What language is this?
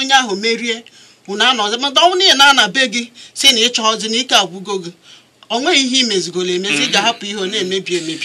Igbo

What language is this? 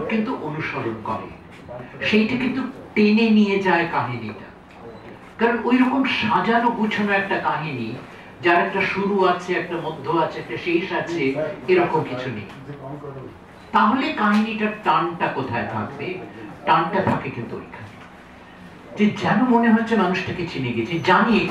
Bangla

